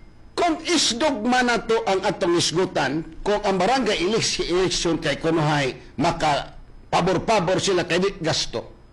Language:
Cebuano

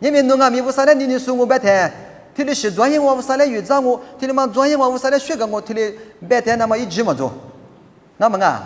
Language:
Lisu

